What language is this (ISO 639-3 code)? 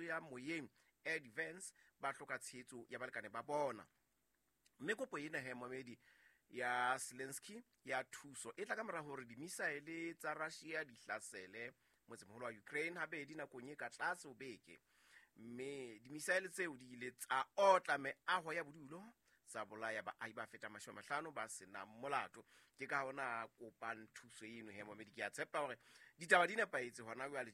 sot